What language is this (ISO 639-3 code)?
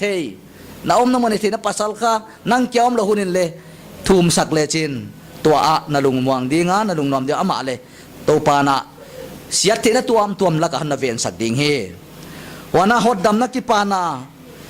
pck